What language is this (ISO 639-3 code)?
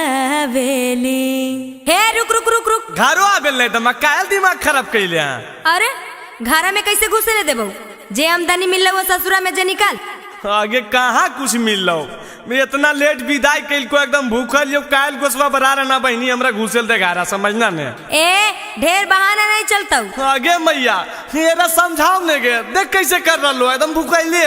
mag